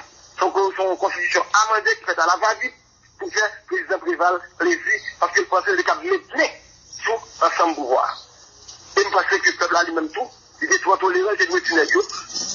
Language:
Haitian Creole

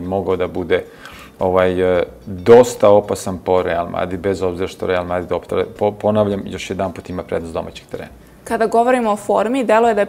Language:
Serbian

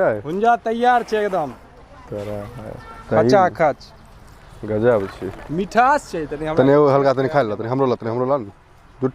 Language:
Maithili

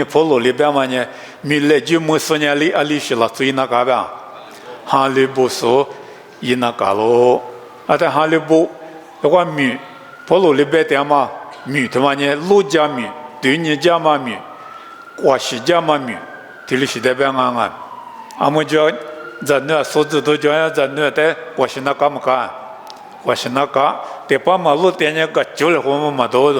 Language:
Lisu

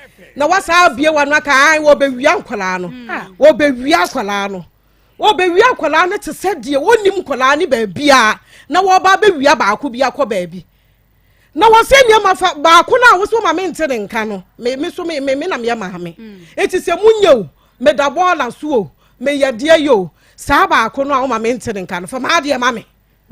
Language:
Akan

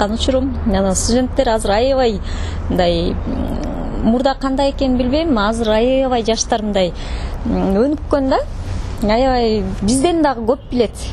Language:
Kyrgyz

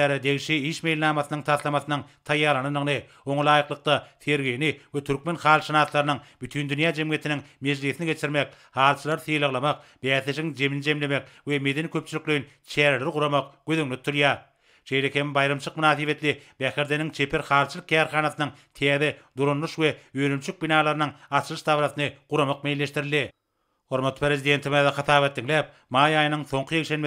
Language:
Turkmen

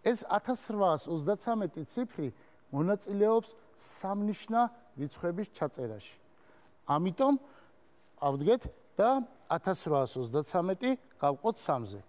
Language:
Georgian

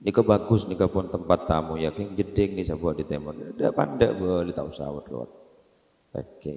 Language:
Madurese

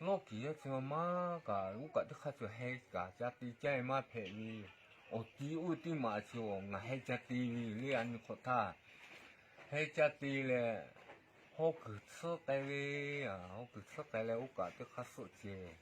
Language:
Lahu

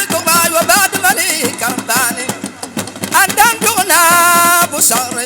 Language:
Dagbani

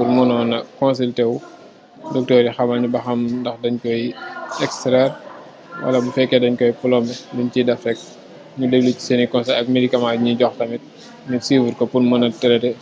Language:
Wolof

